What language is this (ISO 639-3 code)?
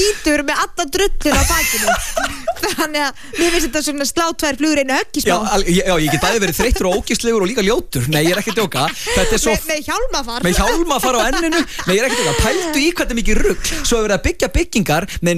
isl